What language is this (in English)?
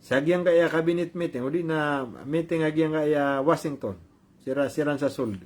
Maranao